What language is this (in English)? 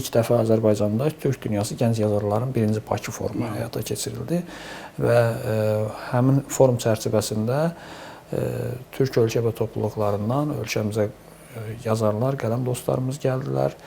Azerbaijani